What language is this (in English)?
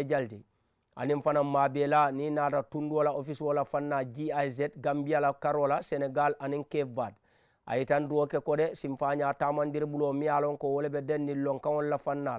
Mandingo